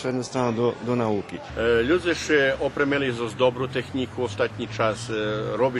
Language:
Rusyn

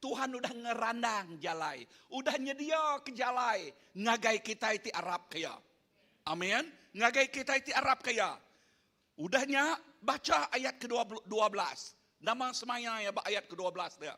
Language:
Iban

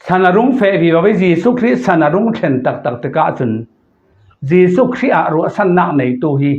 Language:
Falam Chin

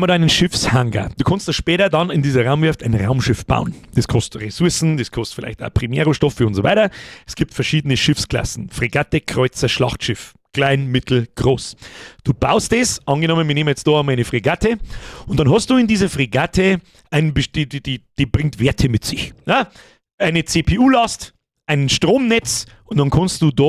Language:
Bavarian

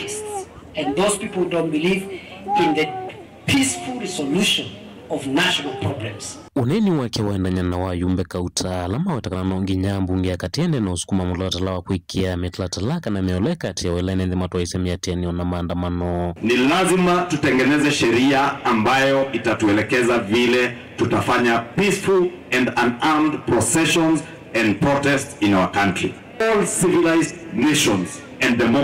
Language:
Kamba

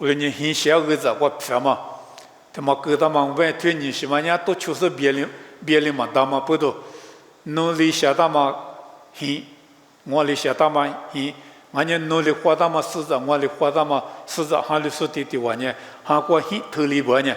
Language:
Lisu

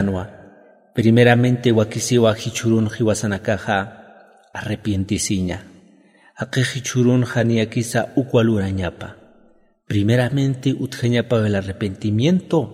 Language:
Aymara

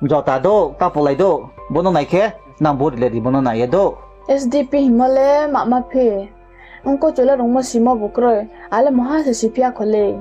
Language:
Riang (India)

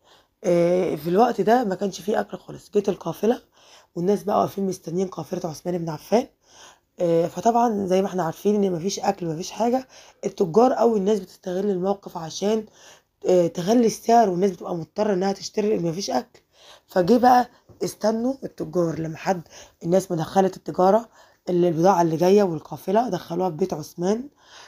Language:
Egyptian Arabic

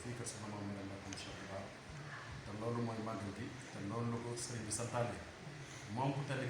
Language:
Wolof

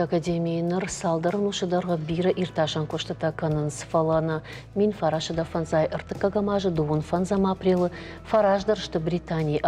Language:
Ossetic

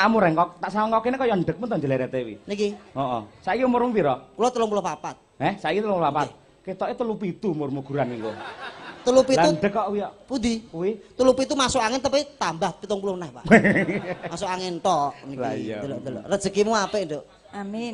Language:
Javanese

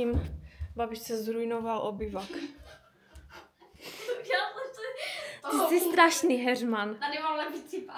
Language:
Czech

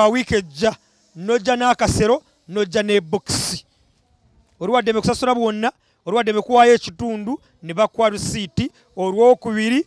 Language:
Ganda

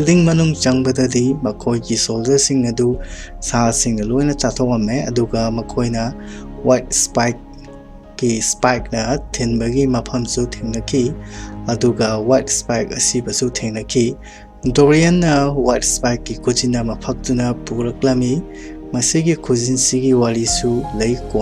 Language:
Manipuri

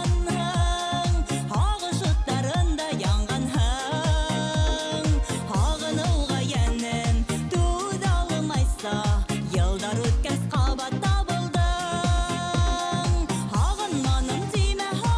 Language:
Bashkir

